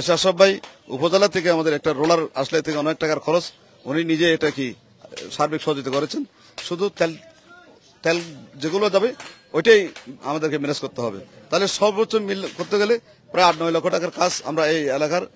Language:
Bangla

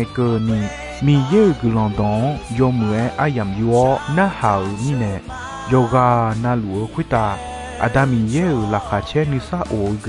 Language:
Akha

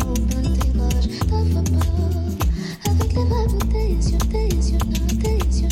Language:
French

